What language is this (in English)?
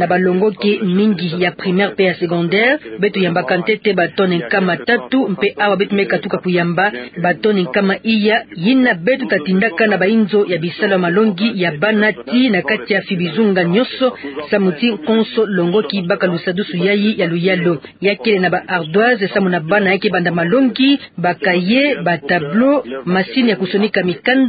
Kituba (Democratic Republic of Congo)